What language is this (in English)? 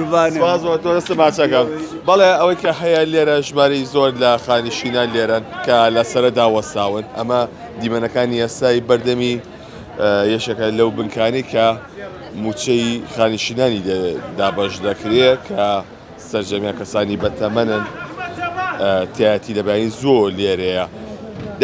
Central Kurdish